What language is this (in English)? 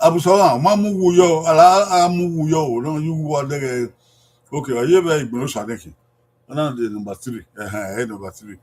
Bini